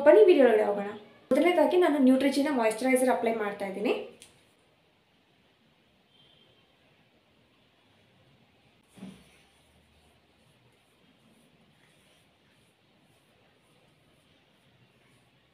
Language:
Kannada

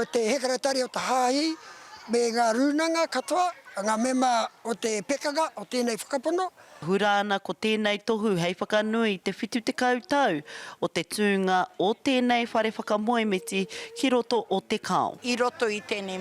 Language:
Māori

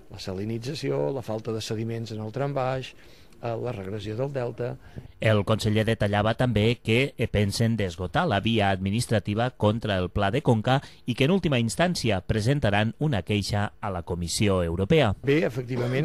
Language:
Catalan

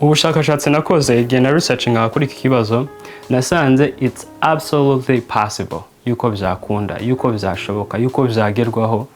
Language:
Kinyarwanda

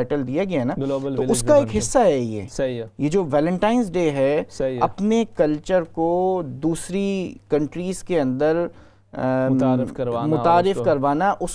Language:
Urdu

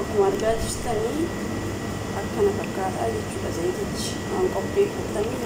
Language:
Oromo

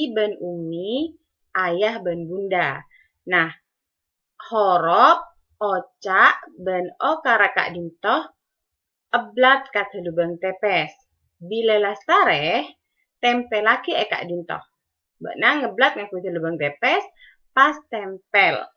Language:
Madurese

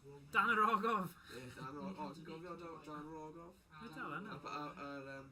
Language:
Welsh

